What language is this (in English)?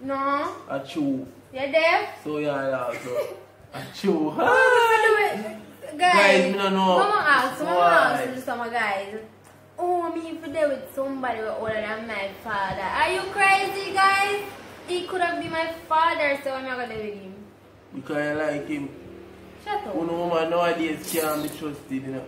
Jamaican Creole English